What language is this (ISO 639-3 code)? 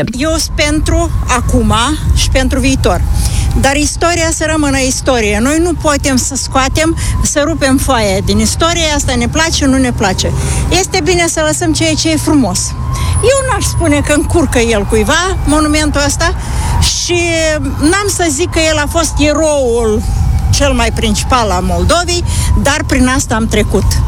ron